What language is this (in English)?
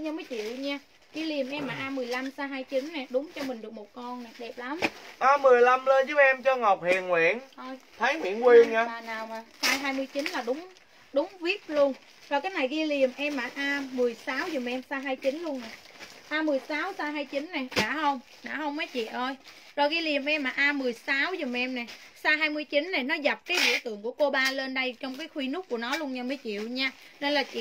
Vietnamese